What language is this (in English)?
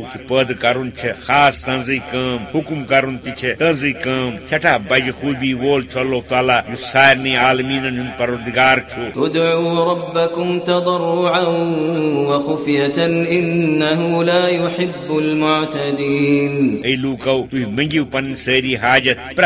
Kashmiri